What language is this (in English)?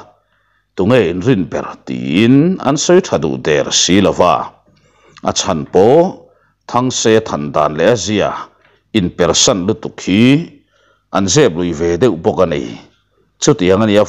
Mizo